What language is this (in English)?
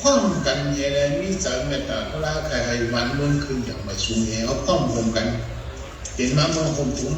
Shan